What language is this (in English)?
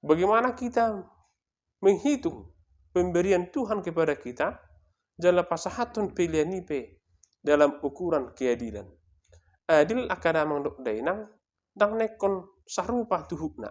Batak Toba